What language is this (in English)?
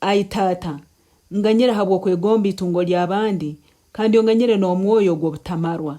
Nyankole